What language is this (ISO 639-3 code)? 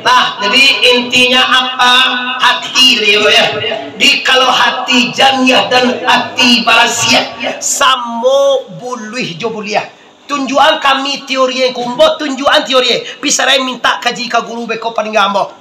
min